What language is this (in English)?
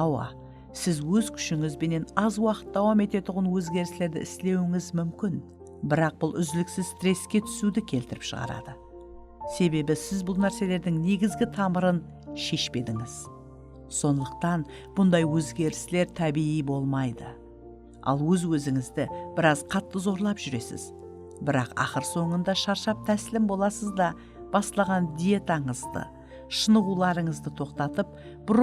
Kara-Kalpak